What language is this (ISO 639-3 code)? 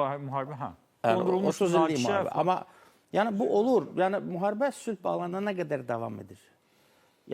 aze